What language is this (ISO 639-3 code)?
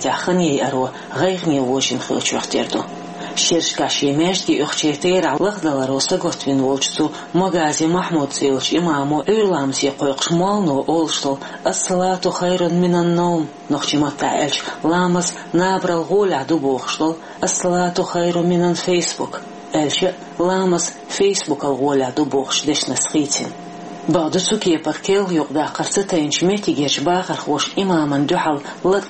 che